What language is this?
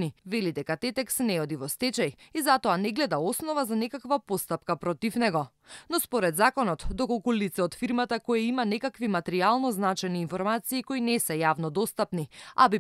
Macedonian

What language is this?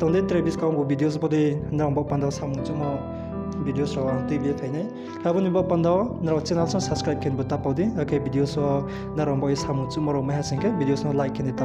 Riang (India)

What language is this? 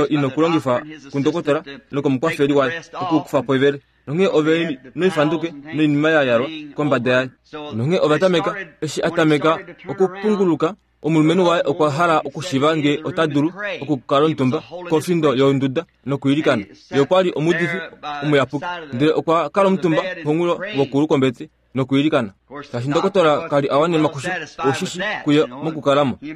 Kuanyama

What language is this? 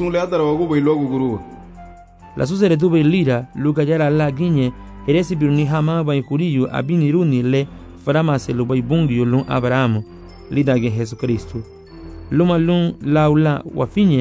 Garifuna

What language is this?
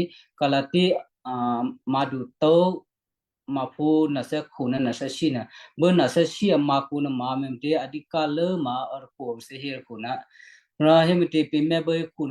Western Kayah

